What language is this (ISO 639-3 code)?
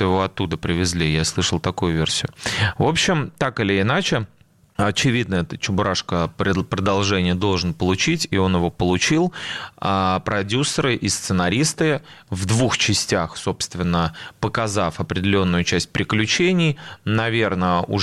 rus